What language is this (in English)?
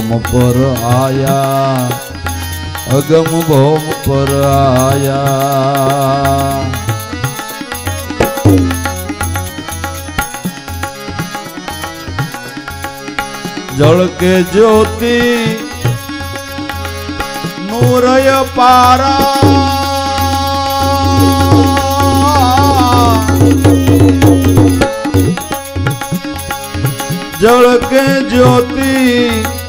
Gujarati